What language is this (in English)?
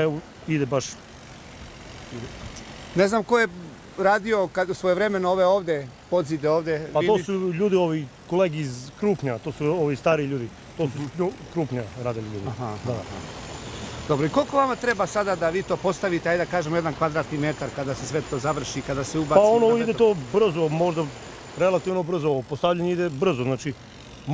Serbian